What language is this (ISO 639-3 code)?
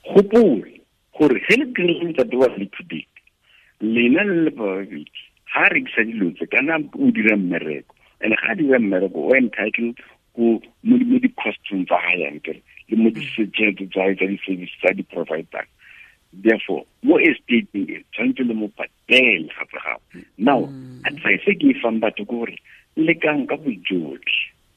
tsn